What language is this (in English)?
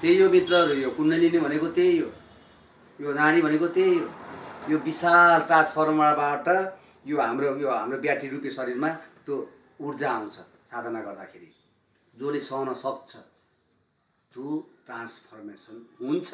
Nepali